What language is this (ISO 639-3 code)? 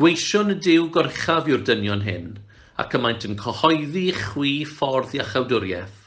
cym